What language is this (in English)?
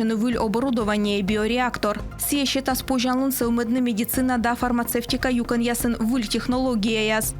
Komi